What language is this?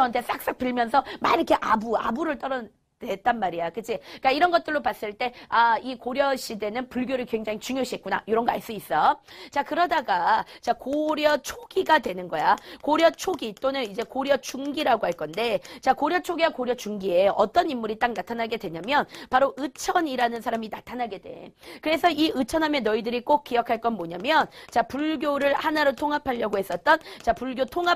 Korean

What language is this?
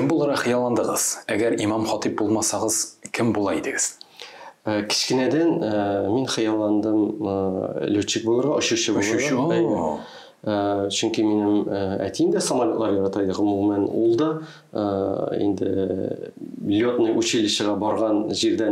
Tatar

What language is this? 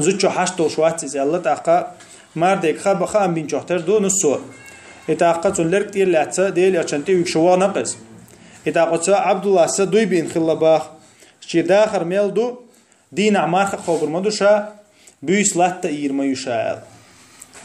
Chechen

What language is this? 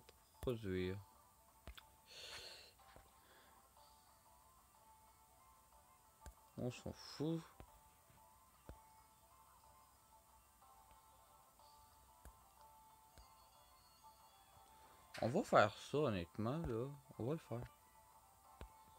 French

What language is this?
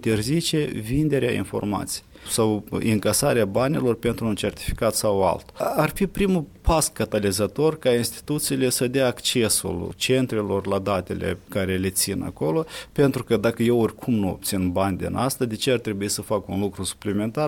Romanian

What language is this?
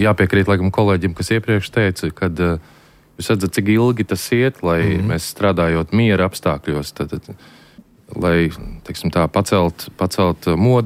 Latvian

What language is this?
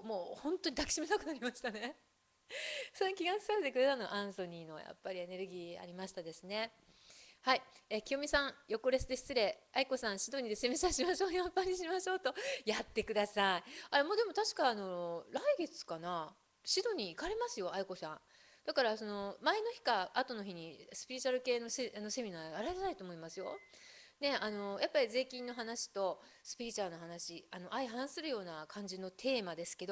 Japanese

